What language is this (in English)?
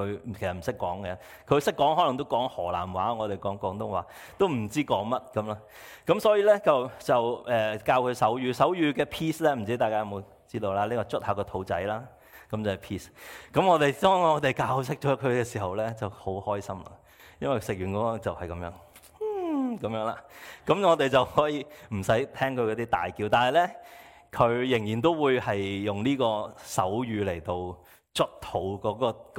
Cantonese